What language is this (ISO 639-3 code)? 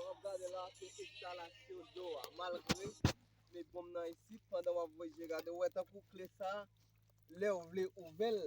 hat